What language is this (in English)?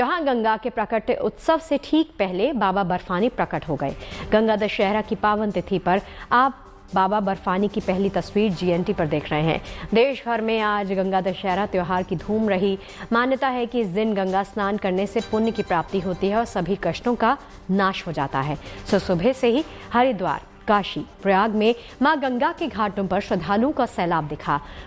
Hindi